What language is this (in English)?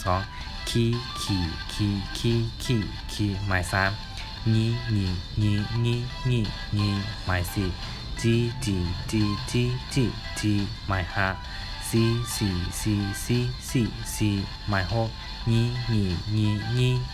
Shan